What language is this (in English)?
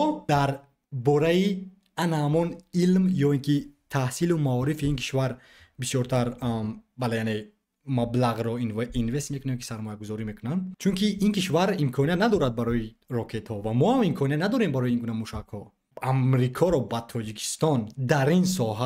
Tajik